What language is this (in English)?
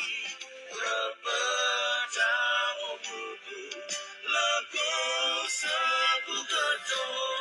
S'gaw Karen